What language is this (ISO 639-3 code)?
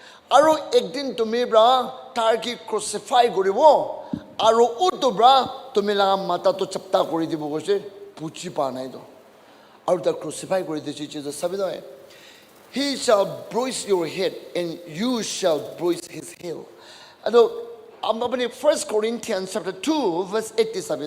nag